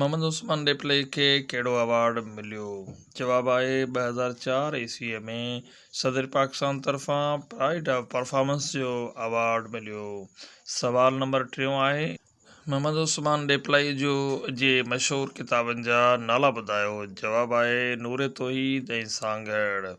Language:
Sindhi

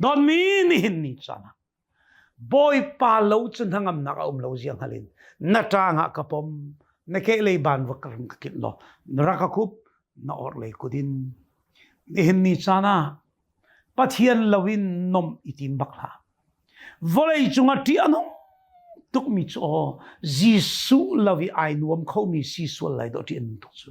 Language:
Hakha Chin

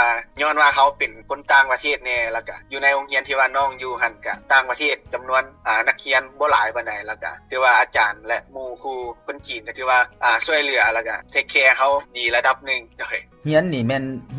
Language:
Lao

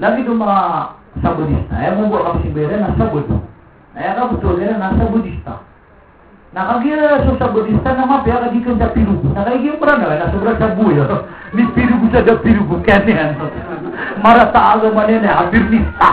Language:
Maranao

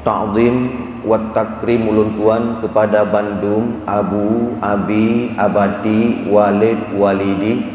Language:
Achinese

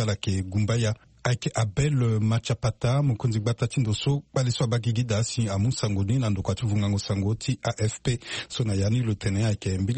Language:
Sango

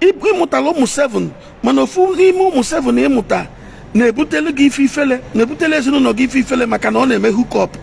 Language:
Igbo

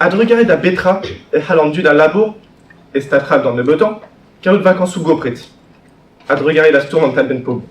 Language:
Breton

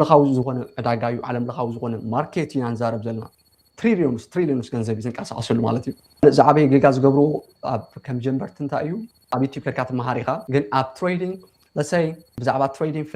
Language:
Tigrinya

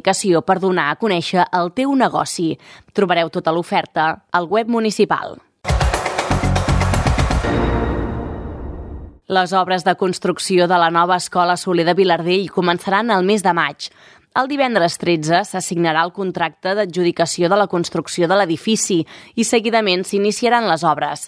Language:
Catalan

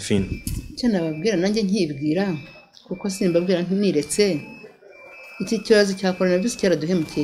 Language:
Kinyarwanda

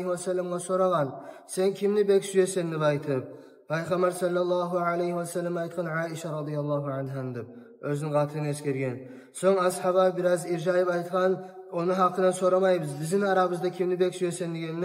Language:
Kumyk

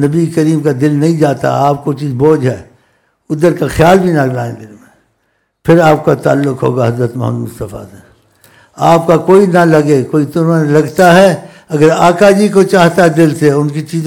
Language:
Urdu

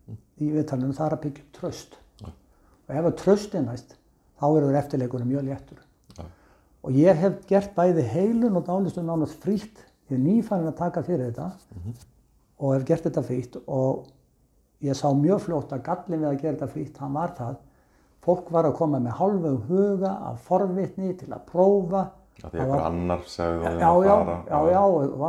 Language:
Icelandic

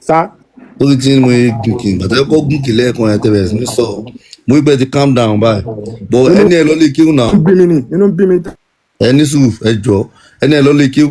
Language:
Yoruba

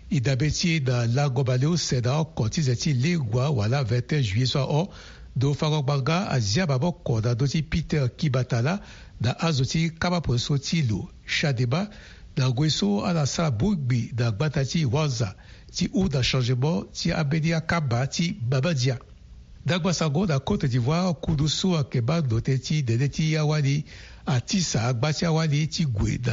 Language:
Sango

